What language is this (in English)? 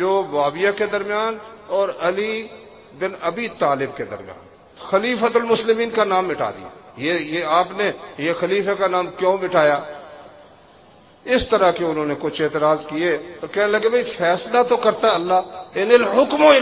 Urdu